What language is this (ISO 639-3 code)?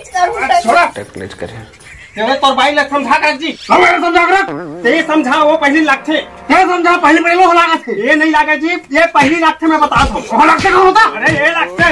hne